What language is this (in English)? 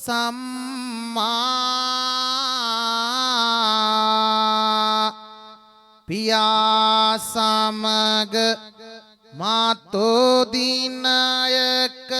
Sinhala